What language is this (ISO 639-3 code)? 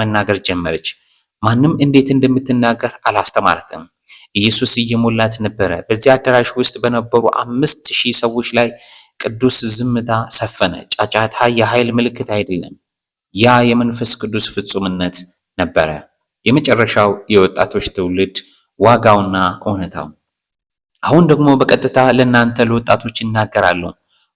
amh